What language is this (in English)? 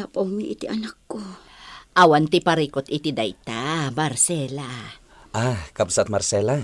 Iloko